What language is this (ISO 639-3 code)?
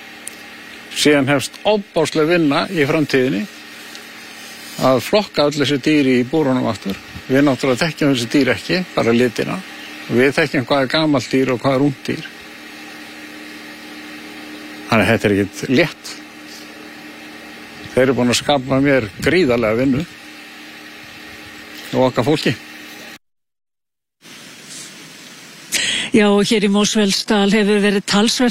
isl